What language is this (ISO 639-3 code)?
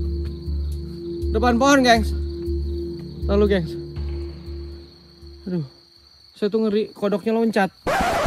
ind